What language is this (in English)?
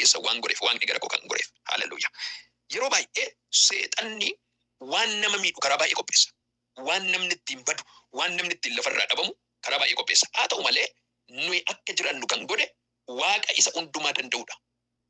Oromo